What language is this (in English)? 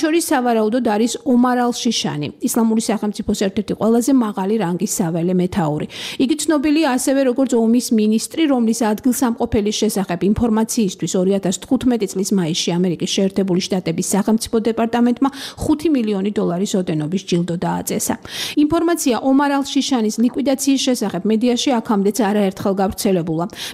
Georgian